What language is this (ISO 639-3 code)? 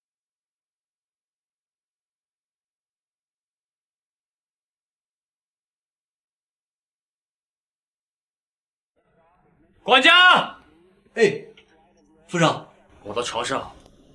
zho